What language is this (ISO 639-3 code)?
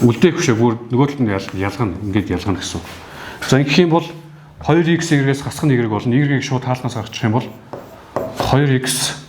mon